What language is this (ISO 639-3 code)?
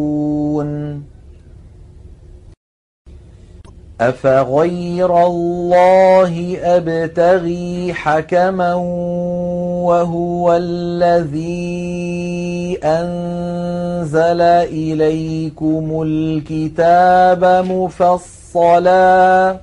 ara